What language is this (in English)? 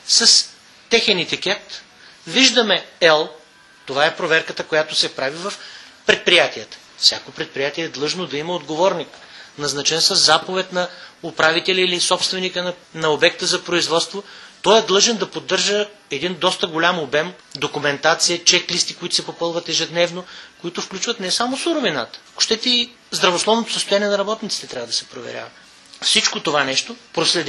Bulgarian